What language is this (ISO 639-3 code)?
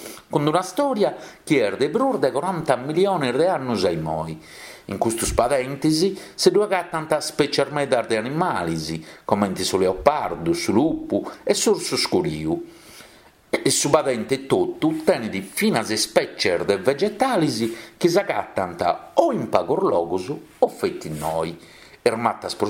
srd